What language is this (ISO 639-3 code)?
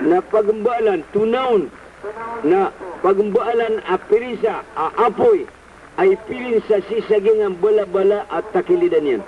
mrw